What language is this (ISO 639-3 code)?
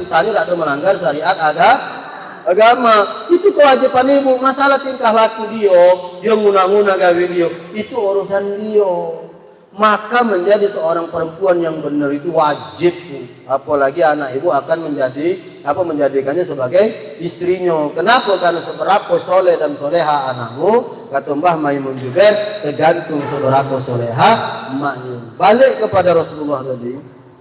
mui